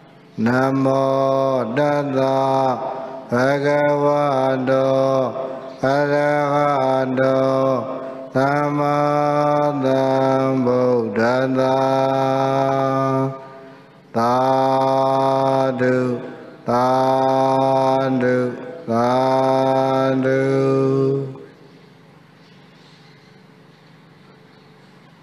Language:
Burmese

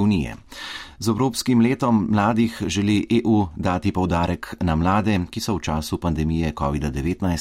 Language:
Slovenian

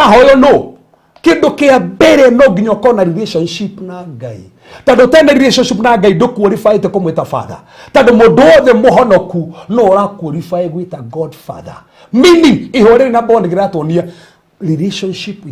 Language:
Kikuyu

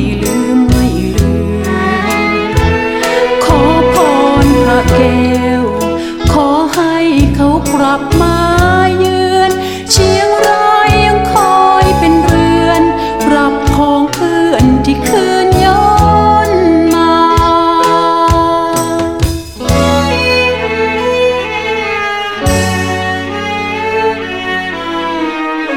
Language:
Thai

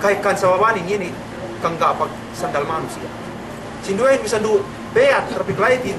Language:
Yakan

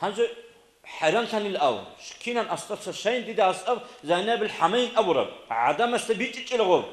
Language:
Avaric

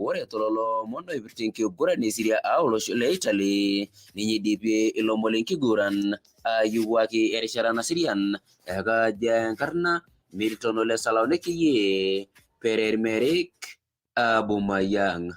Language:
Masai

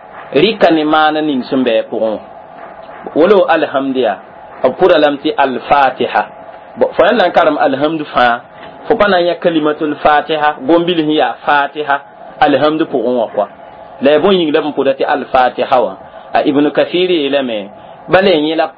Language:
Mossi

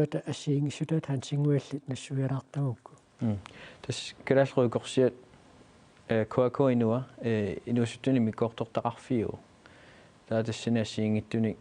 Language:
Kalaallisut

